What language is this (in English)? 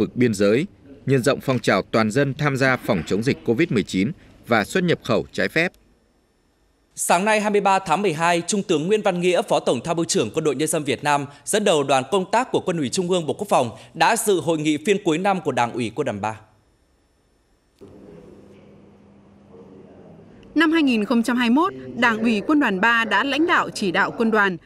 Vietnamese